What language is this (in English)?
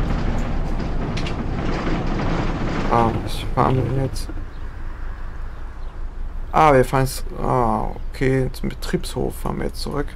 German